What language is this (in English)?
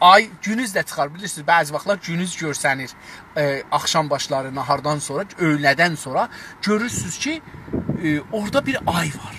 South Azerbaijani